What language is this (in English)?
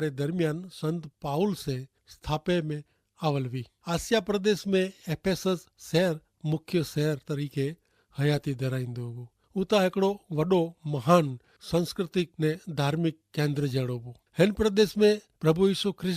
Kachhi